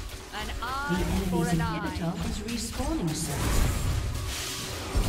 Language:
English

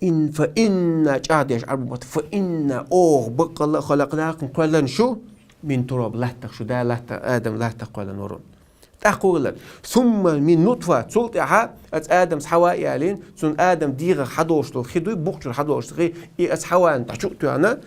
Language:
Chechen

